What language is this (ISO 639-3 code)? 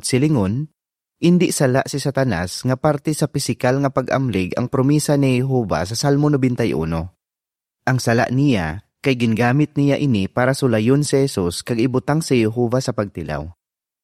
hil